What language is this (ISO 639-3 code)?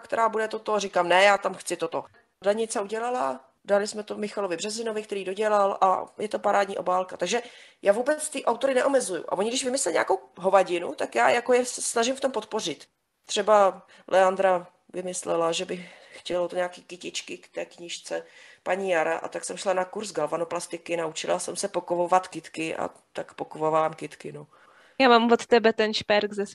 ces